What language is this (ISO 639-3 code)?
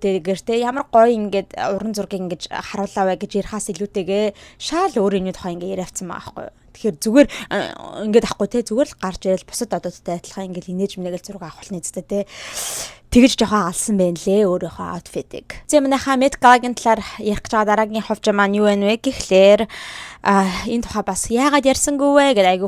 mon